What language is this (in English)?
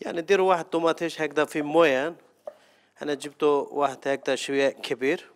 Algerian Arabic